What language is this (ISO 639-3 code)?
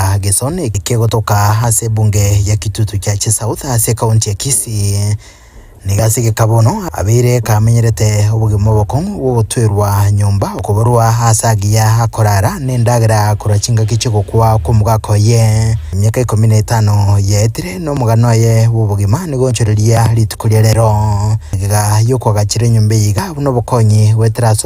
guz